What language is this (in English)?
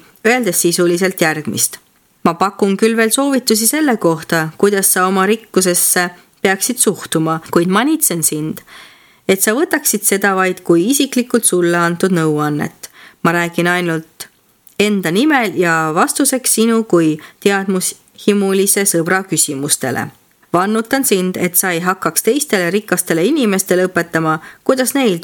Estonian